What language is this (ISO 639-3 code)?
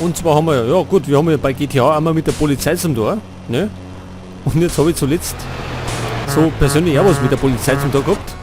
bar